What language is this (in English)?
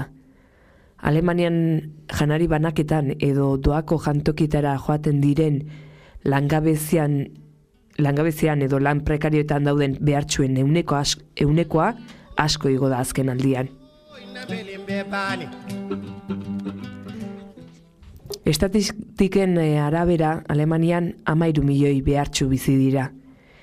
Basque